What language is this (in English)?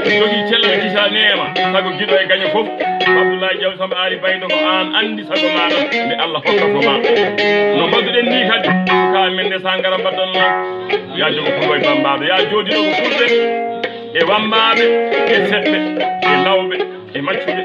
Fula